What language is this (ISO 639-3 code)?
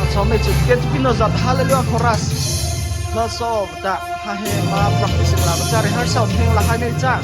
mrh